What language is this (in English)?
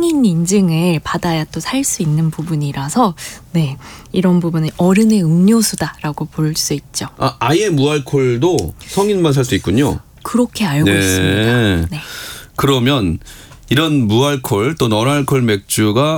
Korean